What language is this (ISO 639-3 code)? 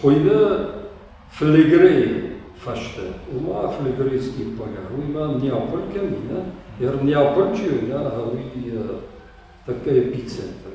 oss